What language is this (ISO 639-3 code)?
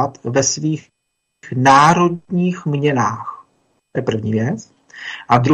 ces